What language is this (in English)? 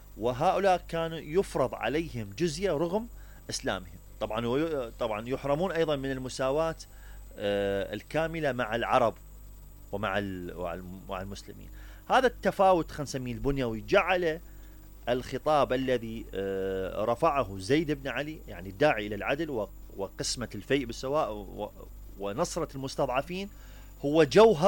Mesopotamian Arabic